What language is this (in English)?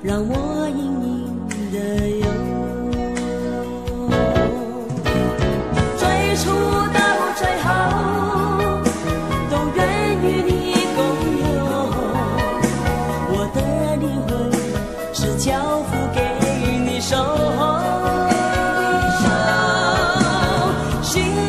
Chinese